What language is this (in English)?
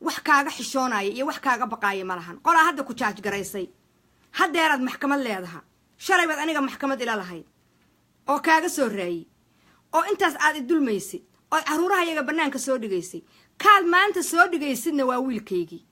Somali